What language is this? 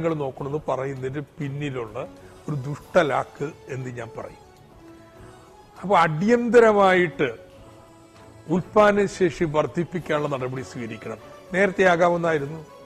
Malayalam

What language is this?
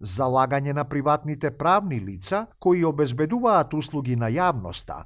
Macedonian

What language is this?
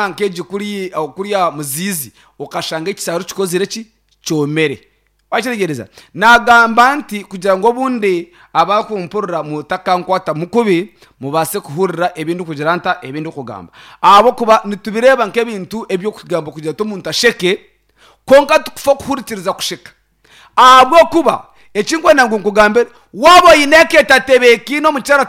Nyankole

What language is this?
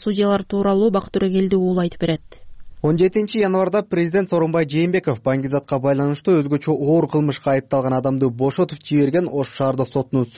Kyrgyz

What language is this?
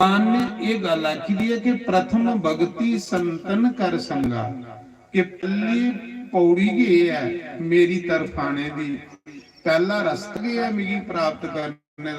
Dogri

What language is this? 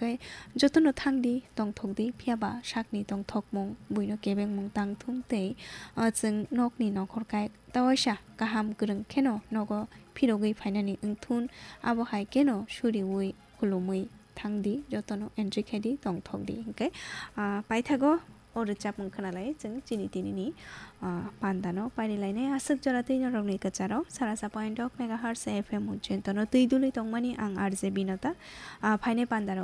Kok Borok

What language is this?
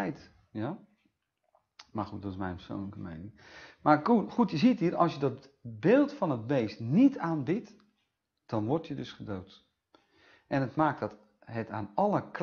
Dutch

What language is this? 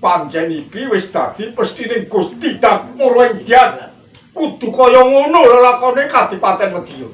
Javanese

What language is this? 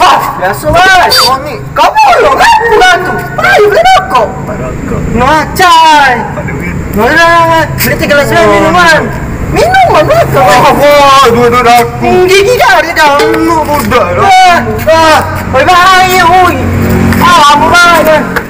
Musi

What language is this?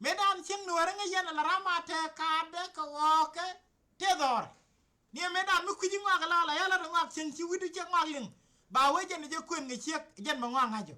Nuer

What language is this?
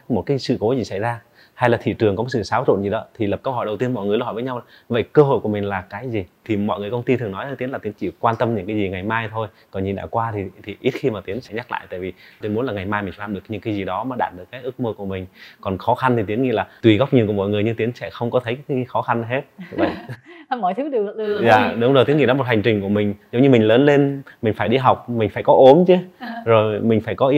Vietnamese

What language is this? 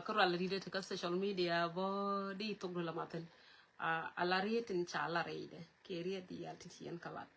Nuer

